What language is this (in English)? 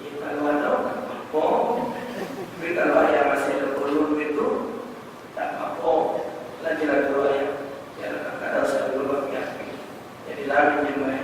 Musi